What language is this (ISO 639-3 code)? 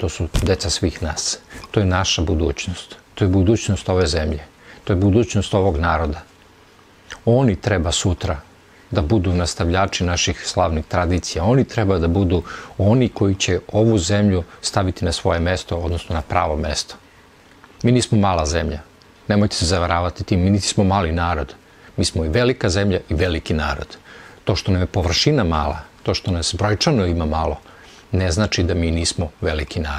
srp